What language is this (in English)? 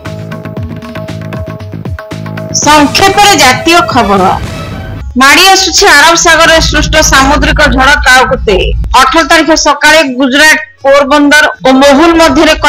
Odia